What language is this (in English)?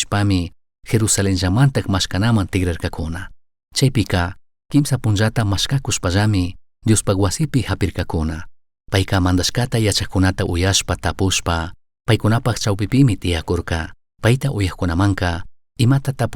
Chimborazo Highland Quichua